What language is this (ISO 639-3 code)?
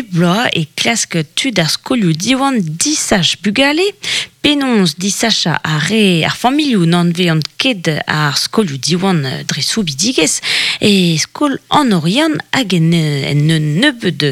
bre